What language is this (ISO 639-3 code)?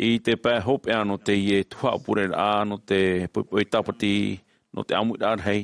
tah